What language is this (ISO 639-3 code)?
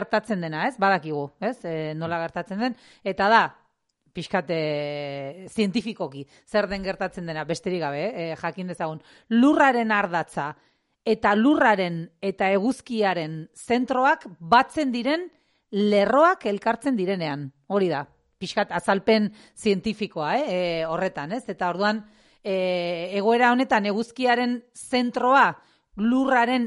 eus